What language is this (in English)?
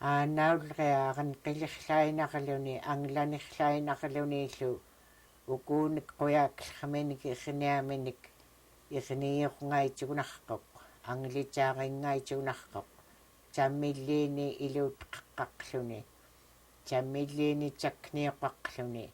Central Yupik